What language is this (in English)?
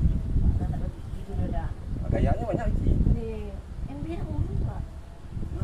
Minangkabau